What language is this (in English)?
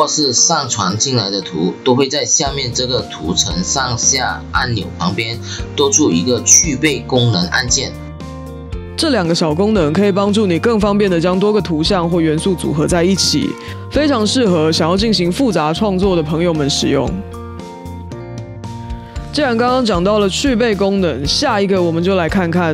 Chinese